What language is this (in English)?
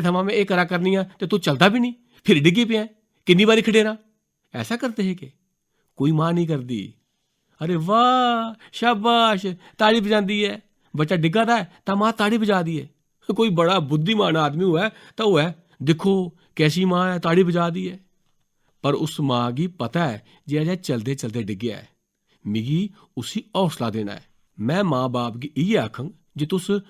Dogri